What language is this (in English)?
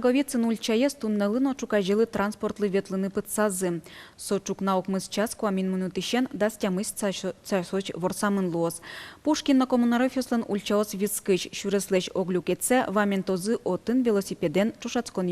Udmurt